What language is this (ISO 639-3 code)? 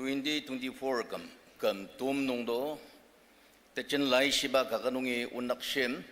njo